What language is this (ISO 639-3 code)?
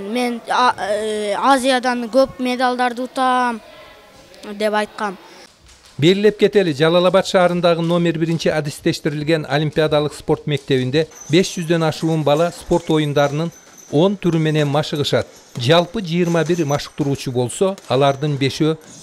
kir